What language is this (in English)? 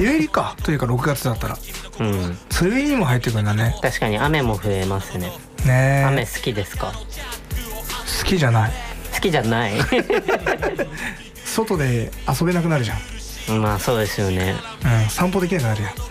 Japanese